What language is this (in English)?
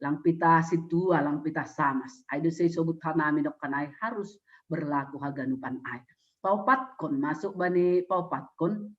Batak Simalungun